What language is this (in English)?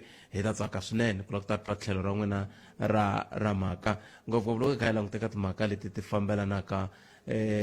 Tsonga